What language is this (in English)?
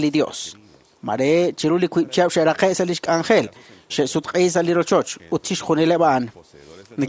Kekchí